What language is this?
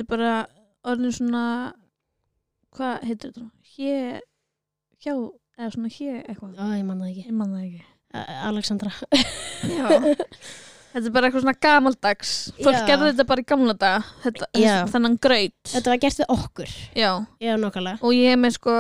Icelandic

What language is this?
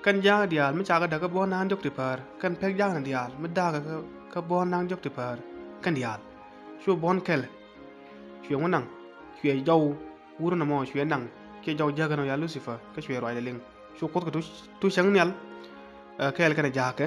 Nuer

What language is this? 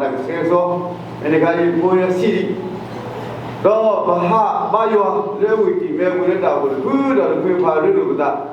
S'gaw Karen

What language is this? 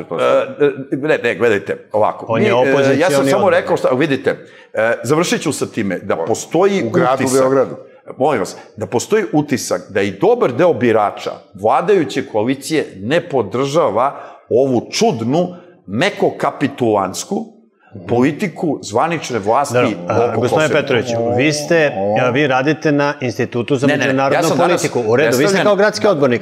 Serbian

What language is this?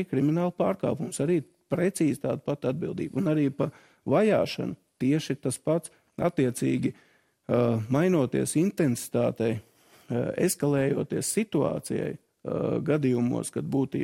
Latvian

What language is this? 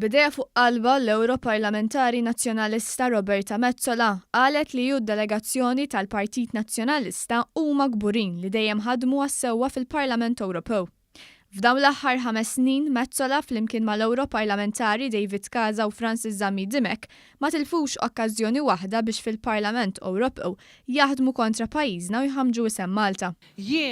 Maltese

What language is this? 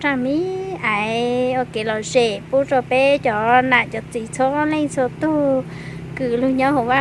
Hmong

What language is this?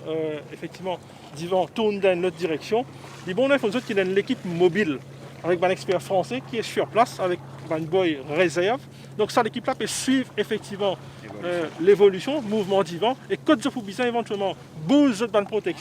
Morisyen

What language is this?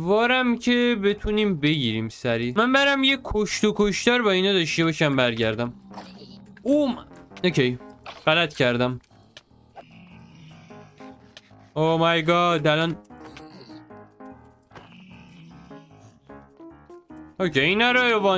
Persian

